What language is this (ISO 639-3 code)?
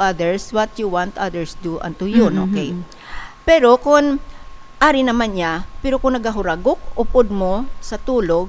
hil